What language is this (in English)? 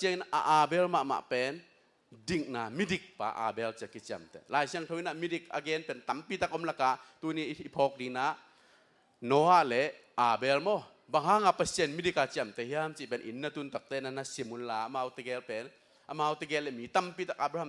Tedim Chin